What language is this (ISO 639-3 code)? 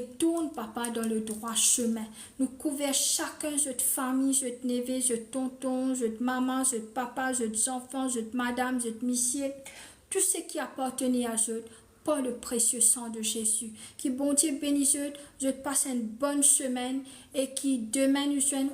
mfe